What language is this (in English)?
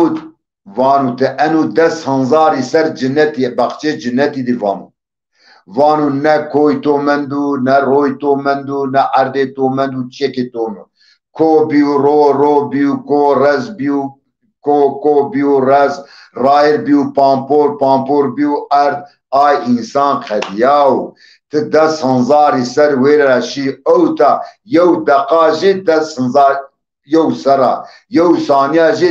Zaza